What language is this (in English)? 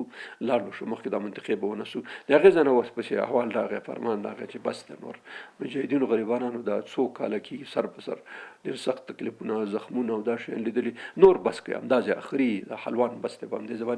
Pashto